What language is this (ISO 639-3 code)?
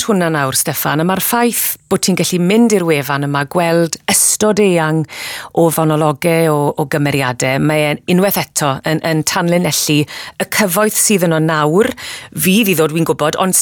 cym